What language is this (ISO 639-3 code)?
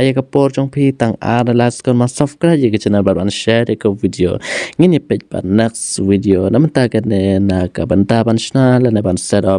kha